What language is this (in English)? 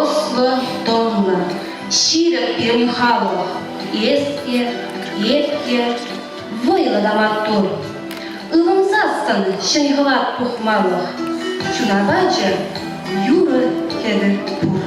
Chuvash